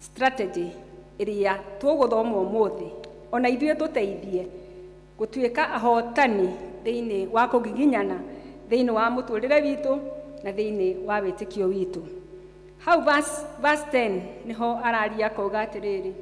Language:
Kikuyu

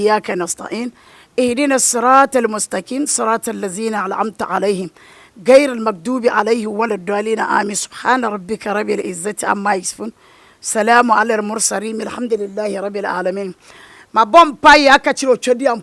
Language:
Akan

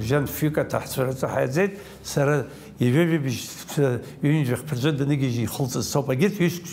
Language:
Abkhazian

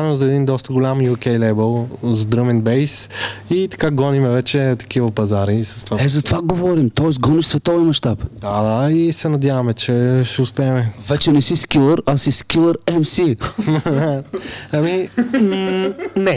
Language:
Bulgarian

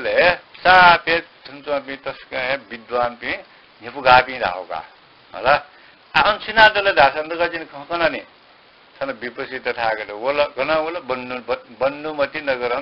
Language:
Newari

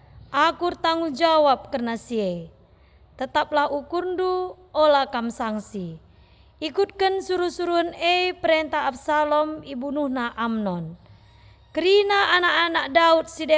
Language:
Batak Karo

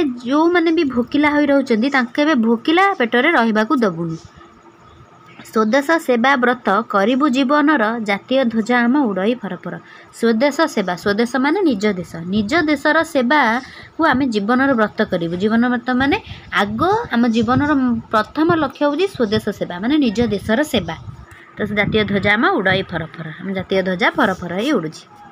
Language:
Odia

